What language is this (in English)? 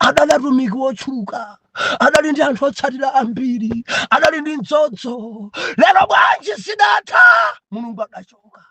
Nyanja